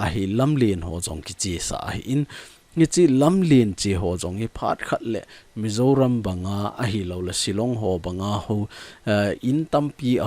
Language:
Thado Chin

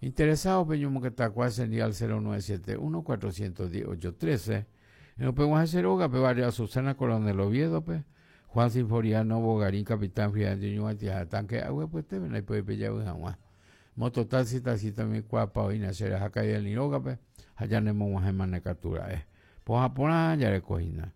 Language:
Guarani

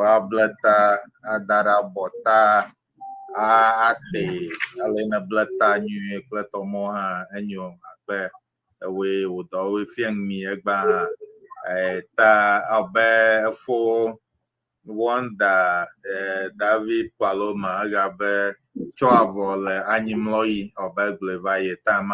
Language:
Ewe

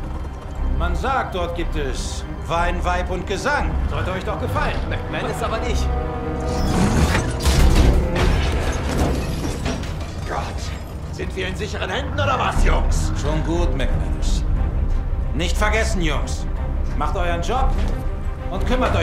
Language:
German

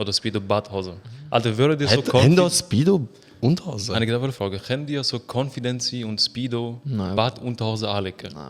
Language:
Swiss German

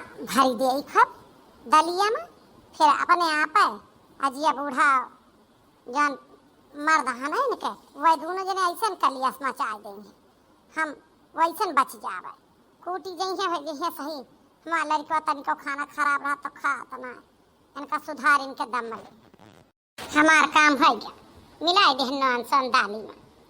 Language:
Awadhi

